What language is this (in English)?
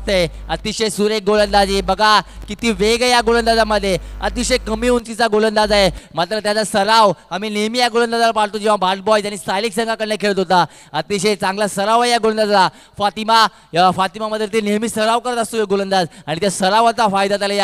Marathi